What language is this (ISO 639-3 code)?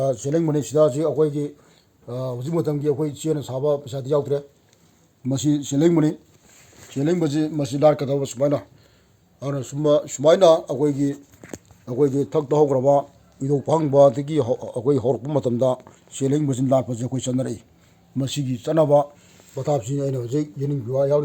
mni